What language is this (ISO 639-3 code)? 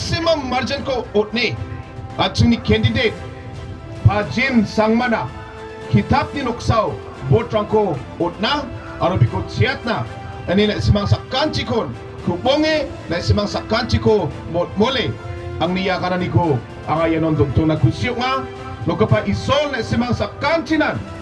grt